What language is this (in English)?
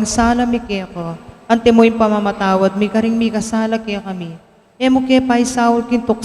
Pampanga